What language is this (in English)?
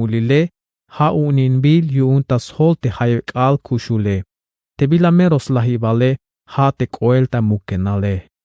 Tzeltal